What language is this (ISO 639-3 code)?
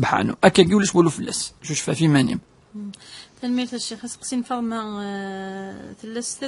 kab